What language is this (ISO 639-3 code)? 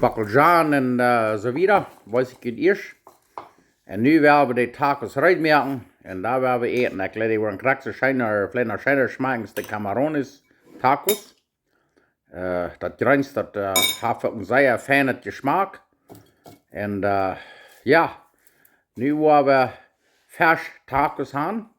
pdt